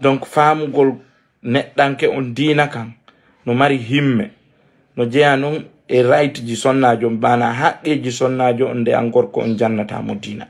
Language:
Fula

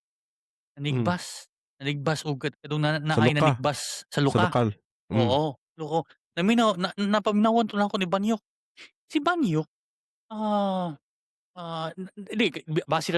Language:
Cebuano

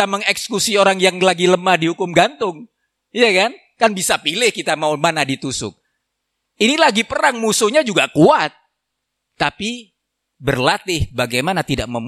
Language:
Indonesian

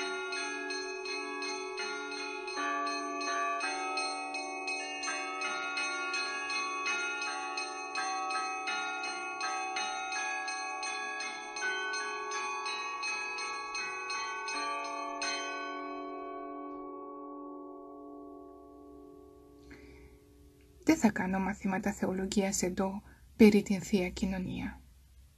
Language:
Greek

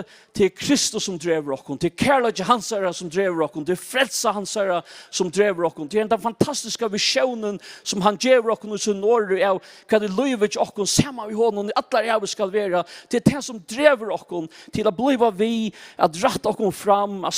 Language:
Faroese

